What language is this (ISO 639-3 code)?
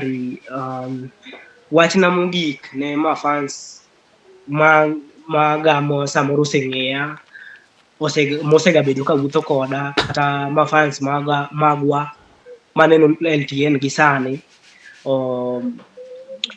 luo